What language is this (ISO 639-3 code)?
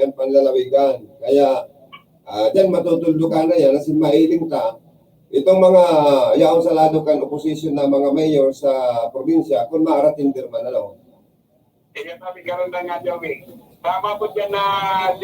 bik